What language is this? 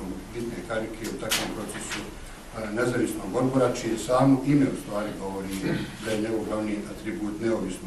Bosnian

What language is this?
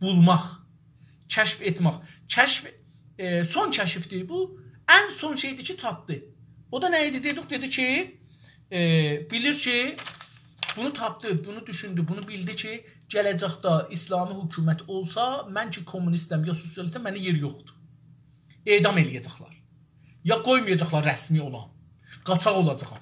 South Azerbaijani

